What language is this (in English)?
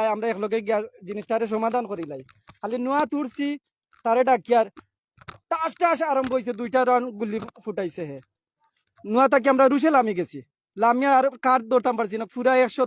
Sylheti